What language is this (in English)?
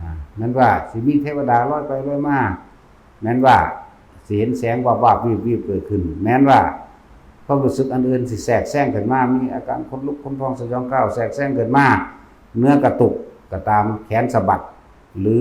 Lao